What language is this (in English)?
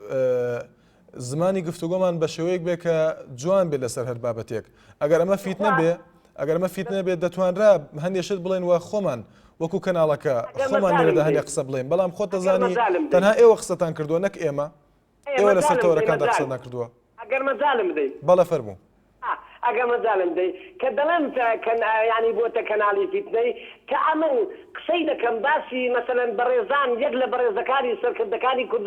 Central Kurdish